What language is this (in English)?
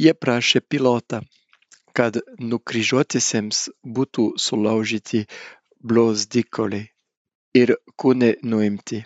Lithuanian